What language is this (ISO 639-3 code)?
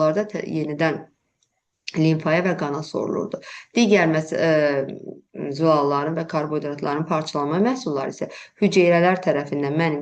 aze